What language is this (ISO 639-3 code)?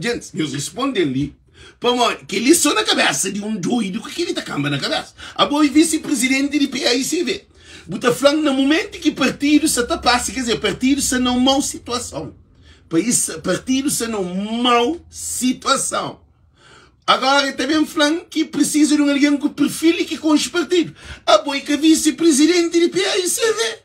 kea